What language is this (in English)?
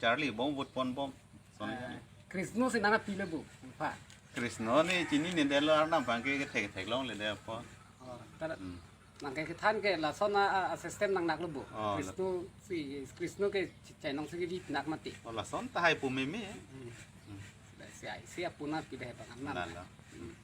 Karbi